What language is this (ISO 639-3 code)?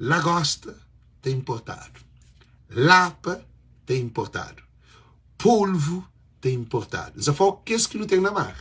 kea